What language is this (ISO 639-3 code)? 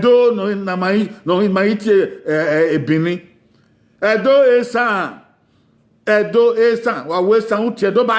bin